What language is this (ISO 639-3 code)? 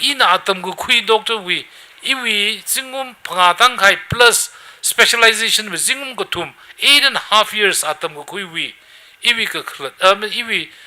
nmf